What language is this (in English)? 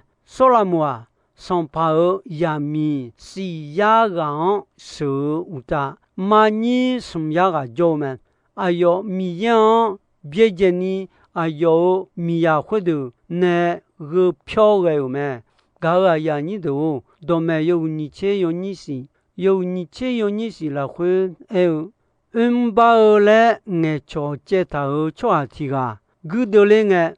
Akha